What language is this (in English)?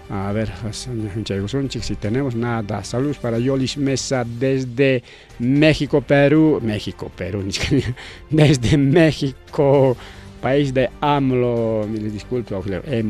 Ayacucho Quechua